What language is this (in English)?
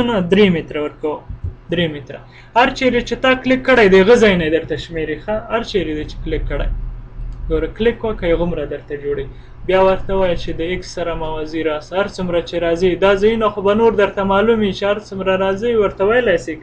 Pashto